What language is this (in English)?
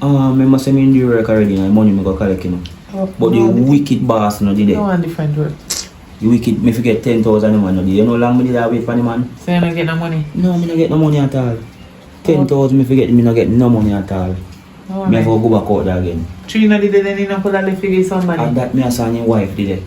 Jamaican Creole English